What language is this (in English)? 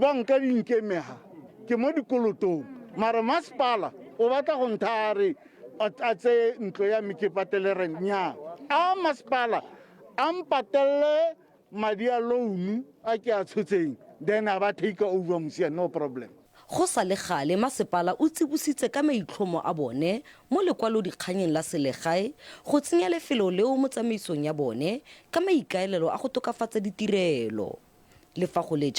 Tswana